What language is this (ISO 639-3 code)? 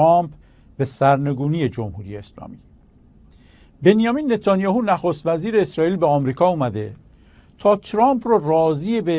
fas